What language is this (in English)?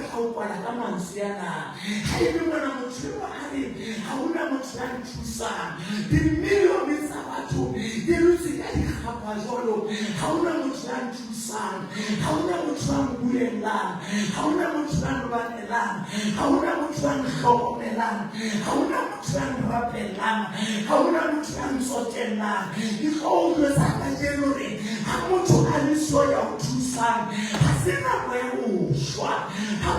Southern Sotho